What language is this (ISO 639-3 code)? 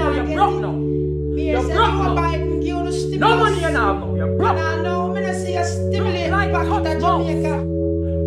jam